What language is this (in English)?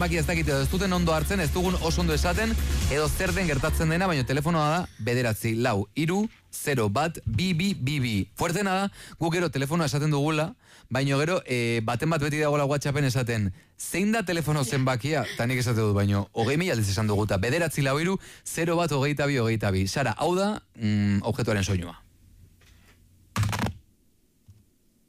Basque